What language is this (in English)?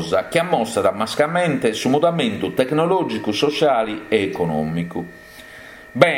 Sardinian